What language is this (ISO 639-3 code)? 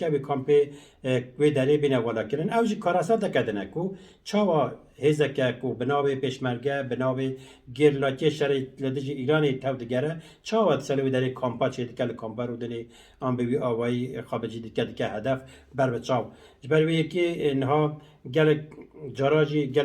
kur